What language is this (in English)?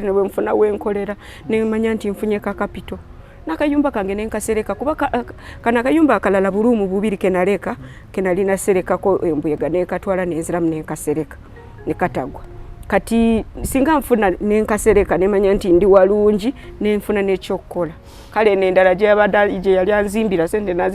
Ganda